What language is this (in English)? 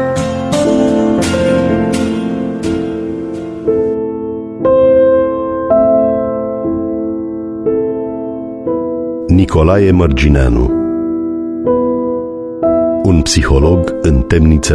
Romanian